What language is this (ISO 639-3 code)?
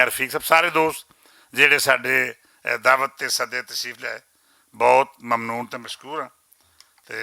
lah